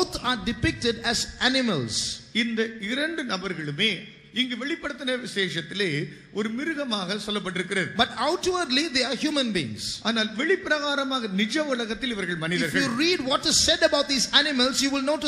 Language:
Tamil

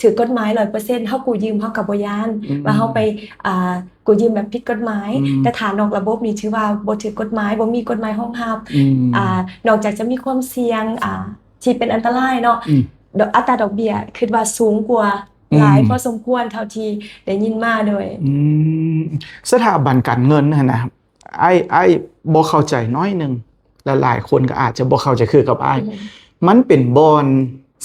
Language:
Lao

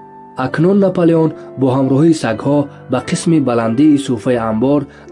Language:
Tajik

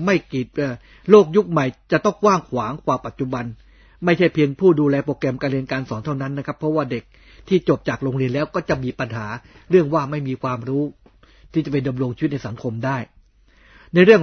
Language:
Thai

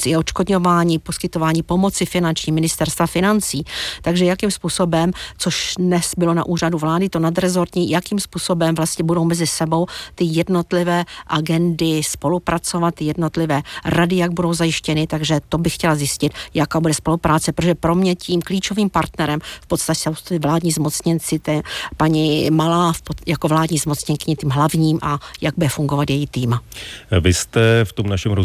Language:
Czech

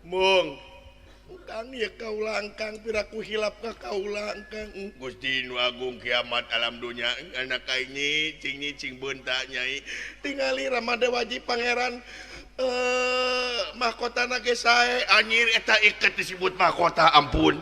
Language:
Sundanese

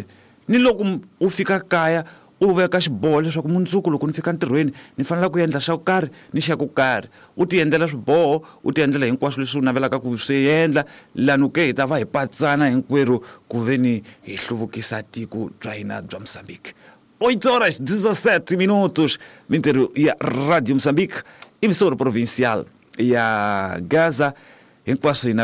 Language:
Tsonga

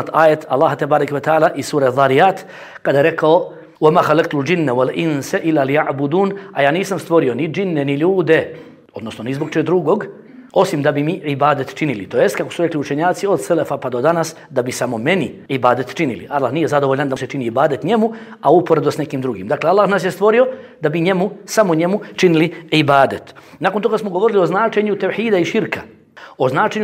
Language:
Bosnian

